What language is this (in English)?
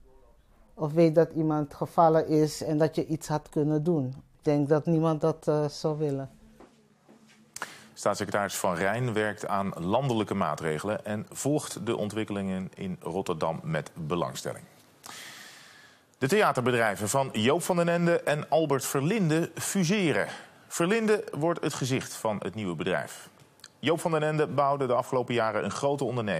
Dutch